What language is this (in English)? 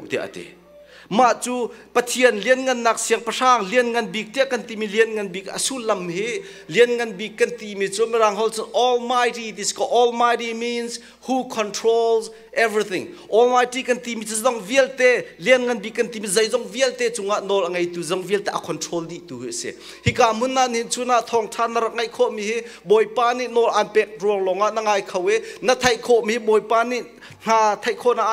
Hakha Chin